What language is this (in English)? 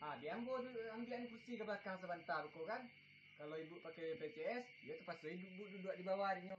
Minangkabau